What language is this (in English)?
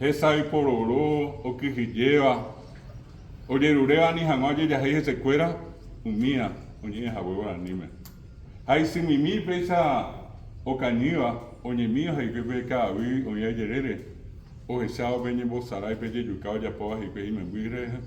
Guarani